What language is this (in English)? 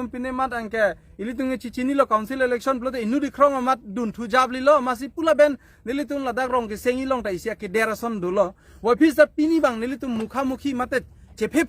Karbi